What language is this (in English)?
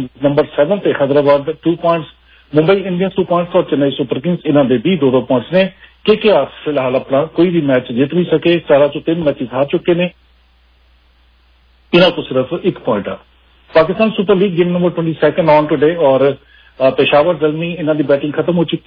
Urdu